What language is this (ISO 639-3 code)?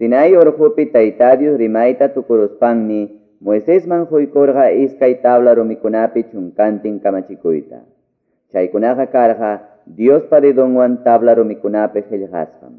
que